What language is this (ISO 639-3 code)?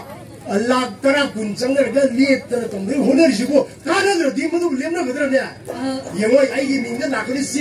mni